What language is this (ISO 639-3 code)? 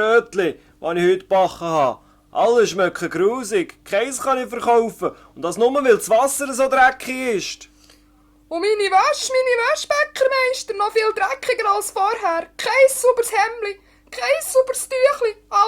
gsw